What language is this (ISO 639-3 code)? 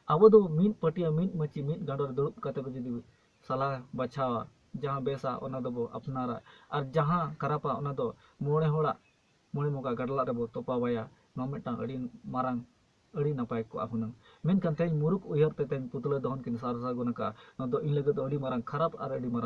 sat